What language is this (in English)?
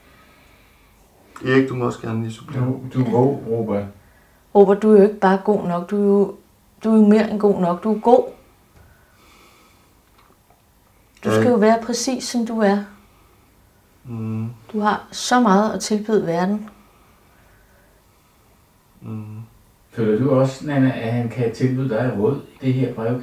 Danish